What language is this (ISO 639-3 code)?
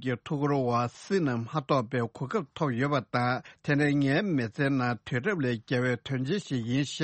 bod